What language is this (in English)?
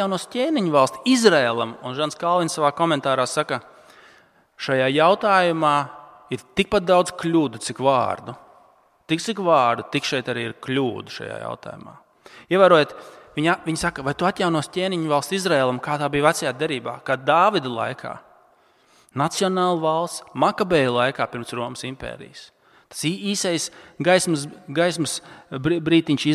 Latvian